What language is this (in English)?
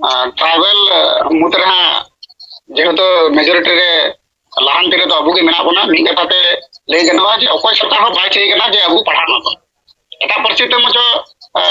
Santali